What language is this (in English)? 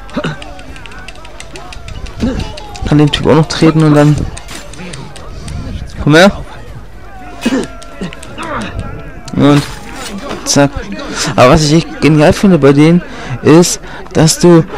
German